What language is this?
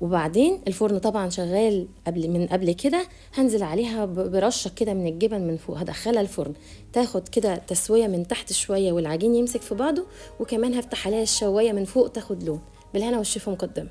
Egyptian Arabic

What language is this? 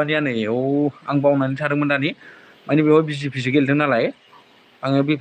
Bodo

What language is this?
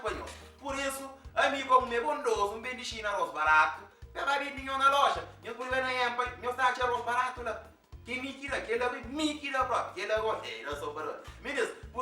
Kabuverdianu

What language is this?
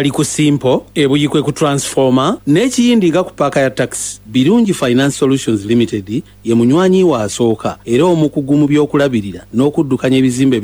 Ganda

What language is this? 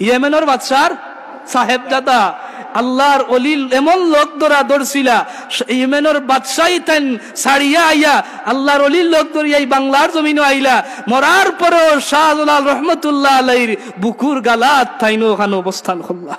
Sylheti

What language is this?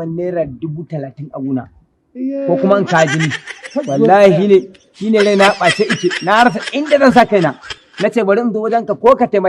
Hausa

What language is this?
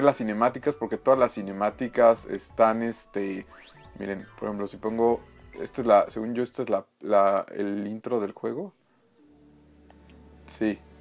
Spanish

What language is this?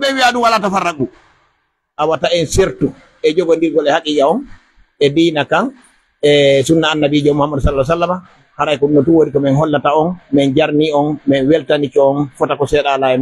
Pular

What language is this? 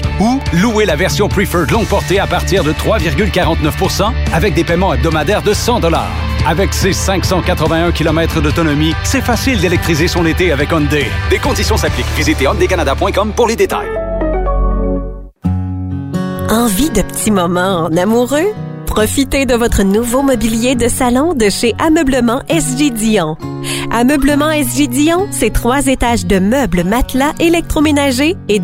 French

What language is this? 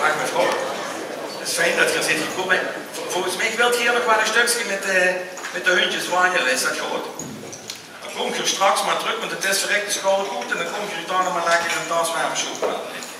Limburgish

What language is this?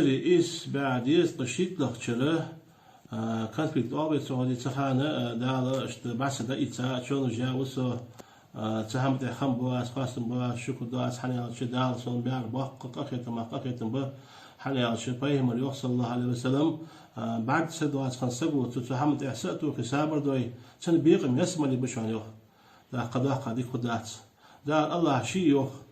Ingush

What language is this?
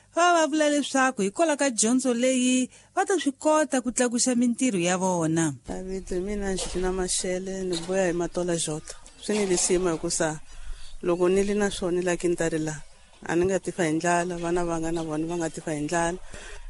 Tsonga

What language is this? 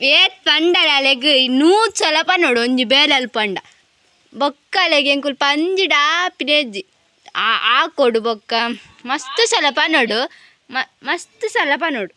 Tulu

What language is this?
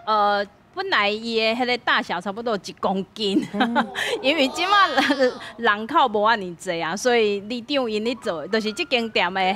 Min Nan Chinese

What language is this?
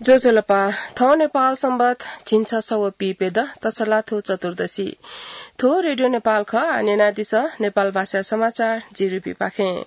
Newari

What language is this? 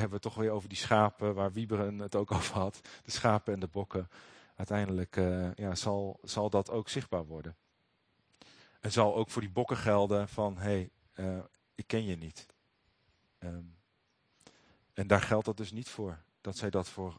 Dutch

